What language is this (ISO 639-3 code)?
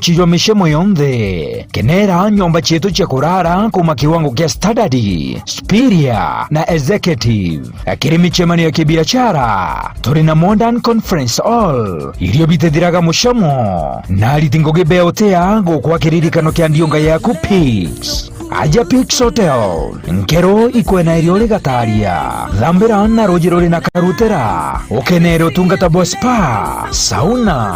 mer